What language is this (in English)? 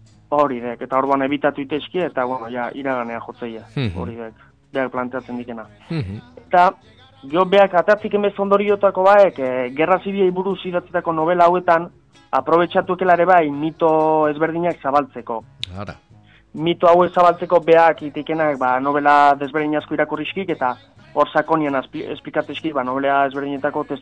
Basque